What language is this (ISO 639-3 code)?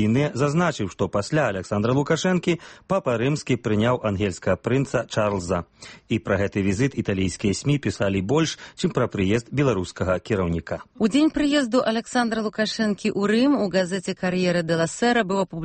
bel